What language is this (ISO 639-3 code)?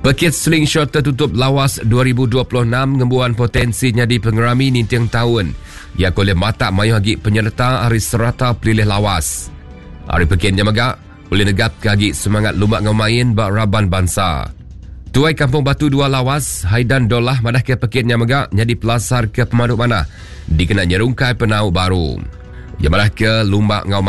iba